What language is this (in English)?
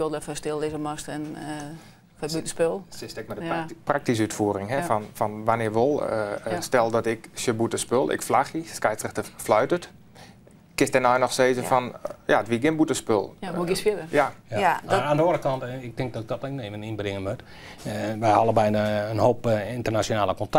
Western Frisian